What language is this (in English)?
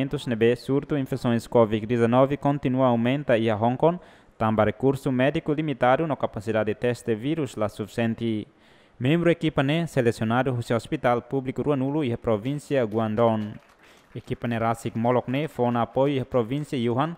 Tetum